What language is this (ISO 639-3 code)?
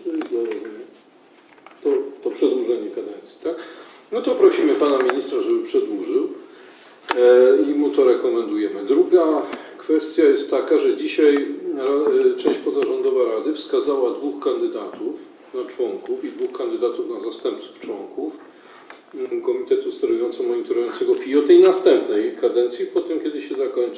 pol